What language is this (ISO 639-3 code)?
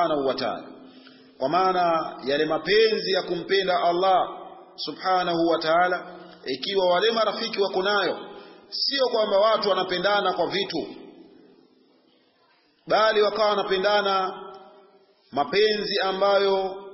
swa